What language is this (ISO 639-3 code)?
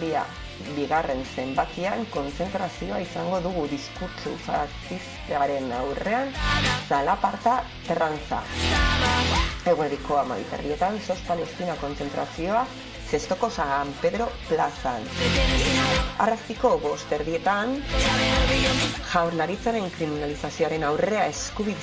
eus